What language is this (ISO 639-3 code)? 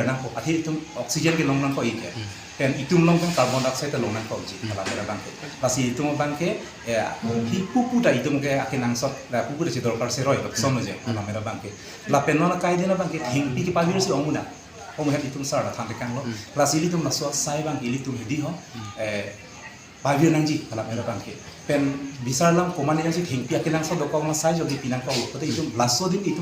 mjw